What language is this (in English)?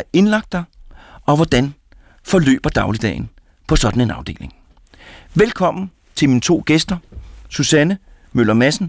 Danish